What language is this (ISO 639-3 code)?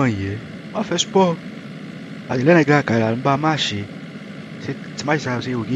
hat